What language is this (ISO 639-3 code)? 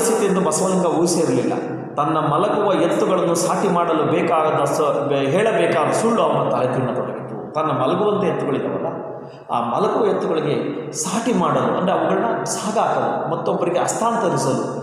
kan